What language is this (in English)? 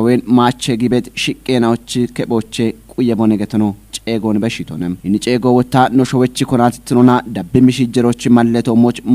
Kafa